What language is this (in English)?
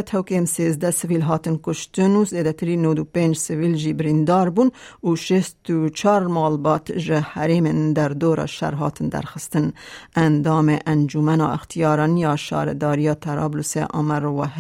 Kurdish